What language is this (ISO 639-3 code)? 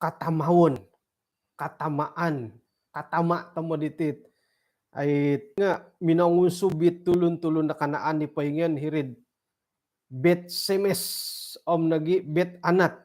dtp